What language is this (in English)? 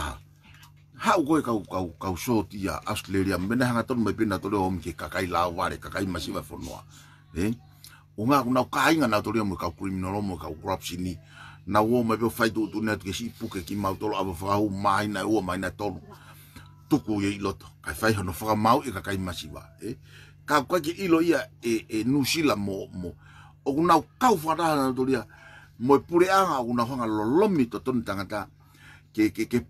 Tongan